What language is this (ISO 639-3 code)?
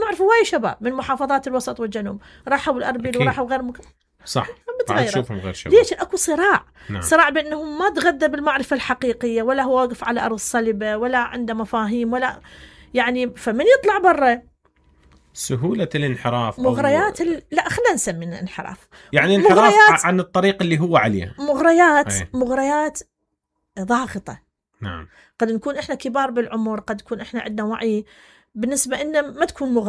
acm